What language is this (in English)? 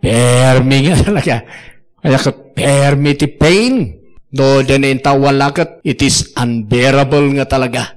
Iloko